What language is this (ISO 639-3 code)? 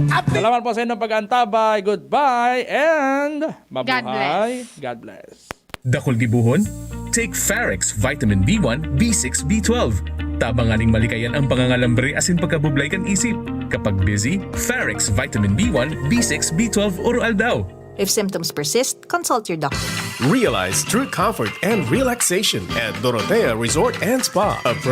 bik